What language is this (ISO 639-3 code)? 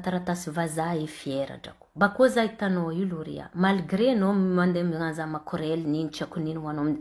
mlg